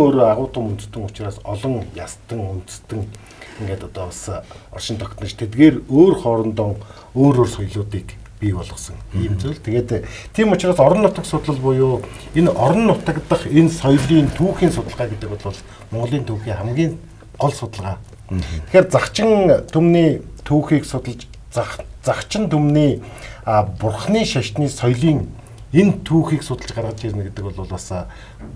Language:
Mongolian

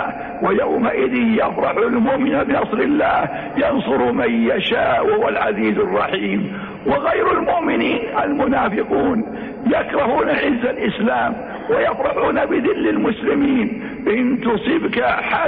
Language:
Arabic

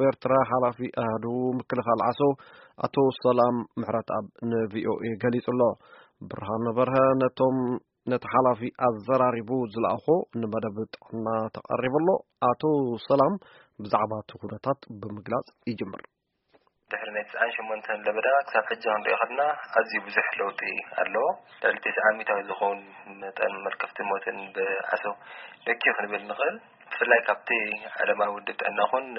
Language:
Tigrinya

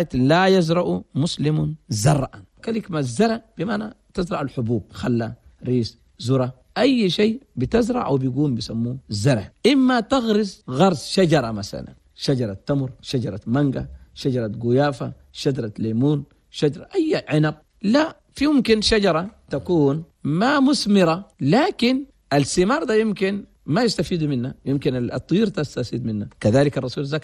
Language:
Chadian Arabic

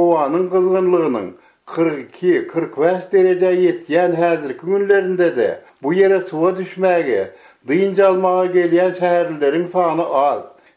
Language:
Turkmen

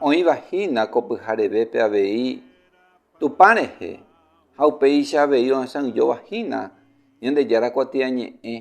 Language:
Guarani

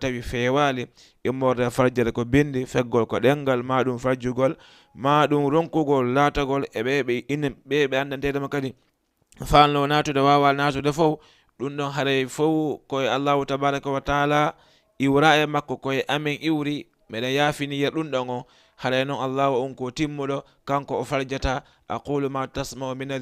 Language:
Fula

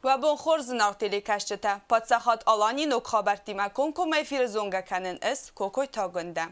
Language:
Ossetic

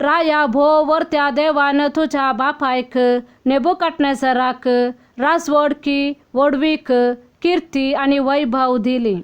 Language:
Konkani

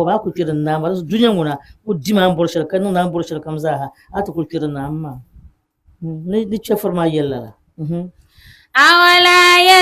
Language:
Dagbani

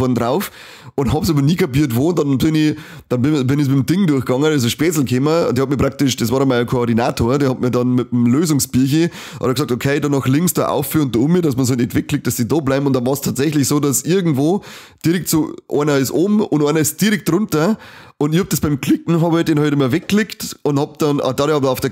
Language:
Bavarian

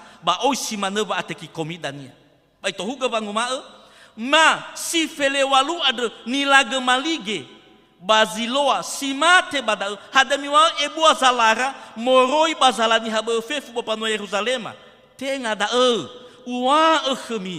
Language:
Nias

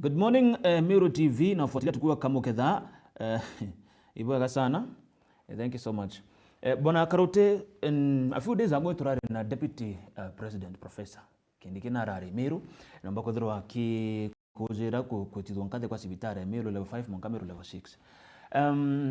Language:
Meru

